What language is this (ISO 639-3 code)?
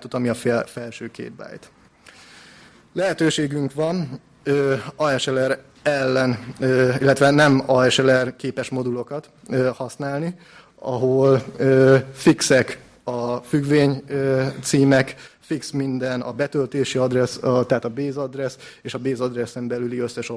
hun